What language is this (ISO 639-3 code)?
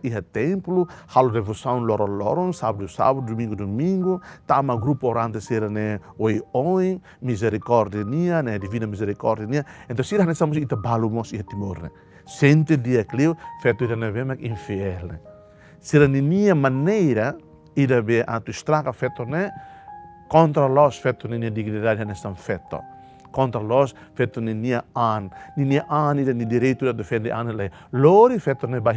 tet